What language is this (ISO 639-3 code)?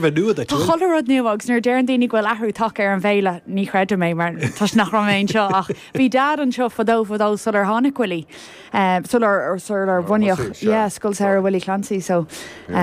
gle